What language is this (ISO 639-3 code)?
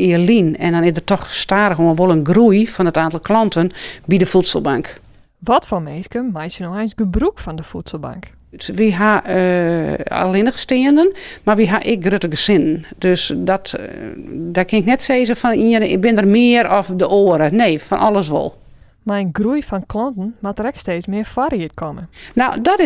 fry